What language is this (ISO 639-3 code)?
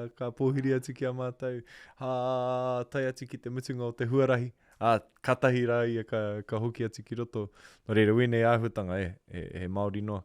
mri